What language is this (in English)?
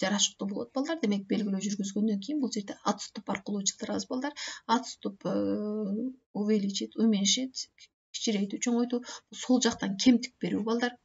Kyrgyz